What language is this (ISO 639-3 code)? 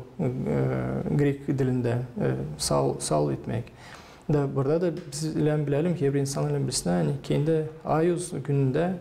gag